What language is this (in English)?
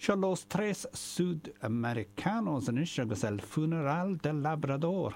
Irish